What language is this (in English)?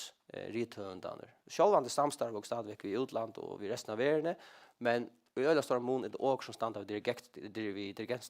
Faroese